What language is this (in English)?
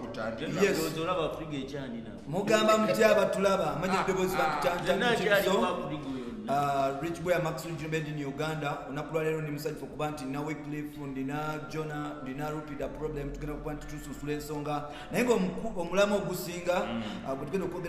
Ganda